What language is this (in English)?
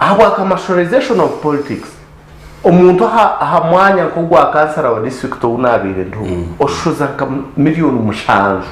Nyankole